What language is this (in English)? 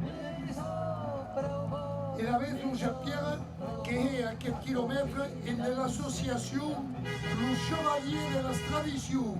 Occitan